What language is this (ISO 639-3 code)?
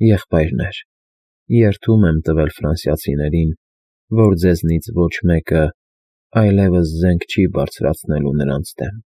hye